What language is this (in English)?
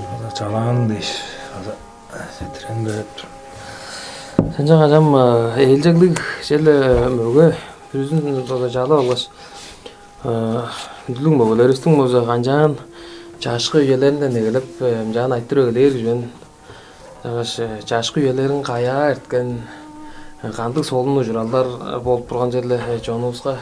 Tuvinian